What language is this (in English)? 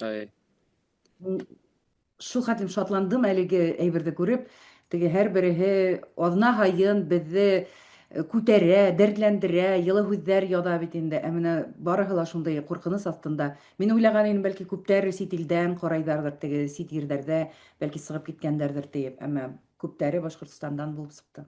Bashkir